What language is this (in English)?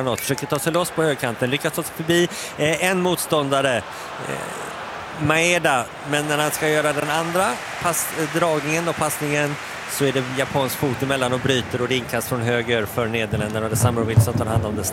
Swedish